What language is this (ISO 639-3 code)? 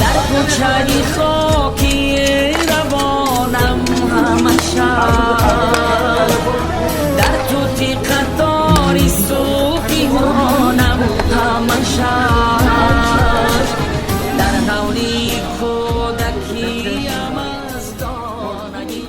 tgk